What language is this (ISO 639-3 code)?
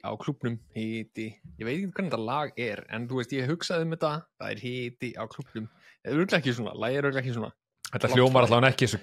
isl